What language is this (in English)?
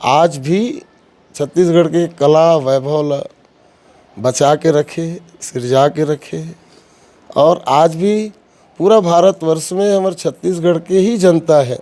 Chhattisgarhi